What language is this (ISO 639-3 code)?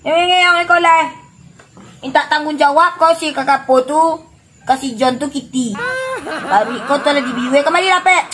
min